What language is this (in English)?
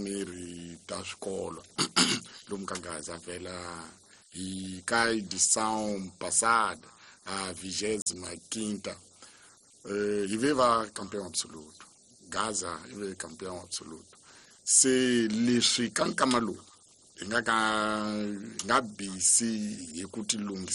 Tsonga